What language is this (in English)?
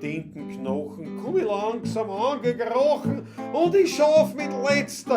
Bavarian